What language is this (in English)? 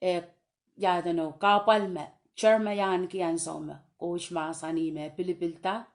Pohnpeian